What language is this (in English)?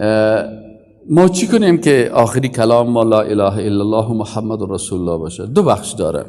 Persian